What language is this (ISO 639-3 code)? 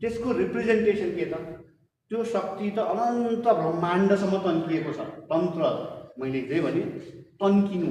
nep